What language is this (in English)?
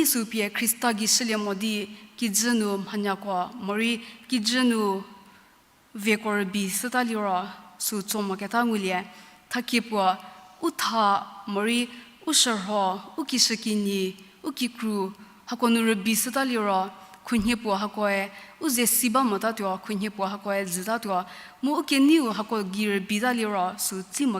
Angami Naga